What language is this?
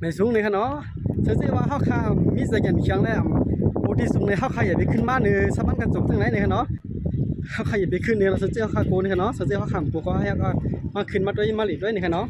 Shan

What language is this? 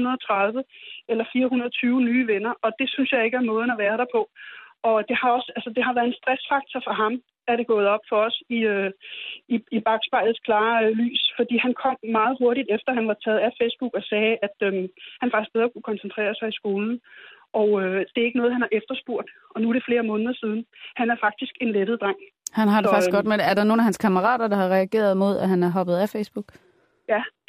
Danish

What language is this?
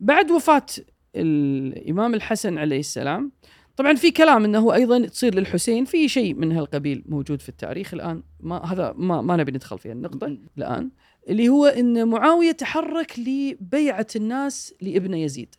Gulf Arabic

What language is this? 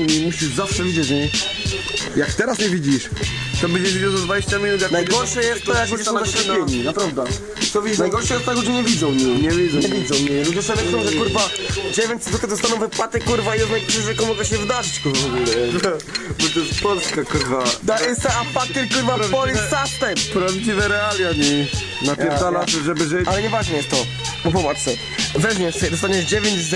Silesian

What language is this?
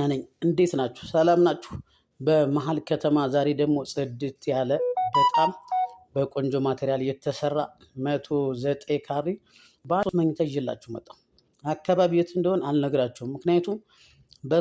Amharic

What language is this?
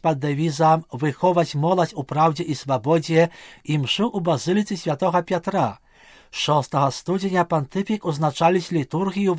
Belarusian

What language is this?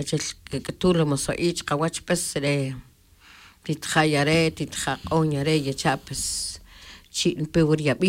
Tz'utujil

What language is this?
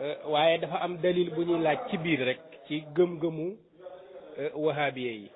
Wolof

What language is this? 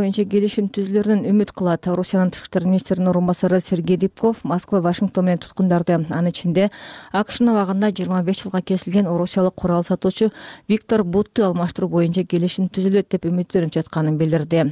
Kyrgyz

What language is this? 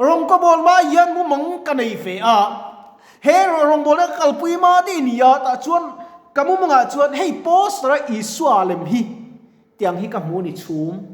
Mizo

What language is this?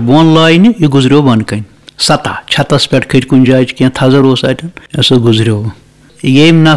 Kashmiri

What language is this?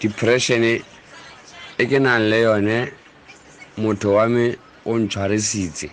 Tswana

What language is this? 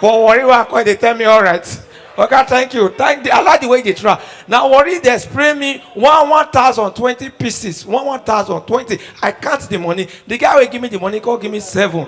Nigerian Pidgin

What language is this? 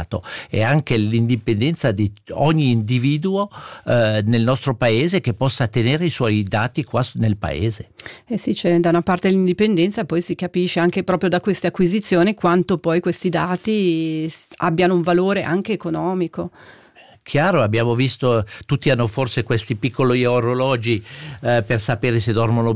Italian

